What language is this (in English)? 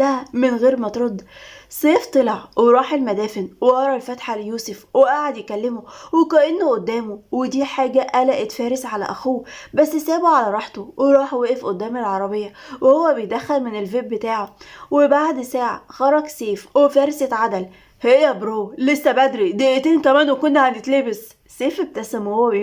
Egyptian Arabic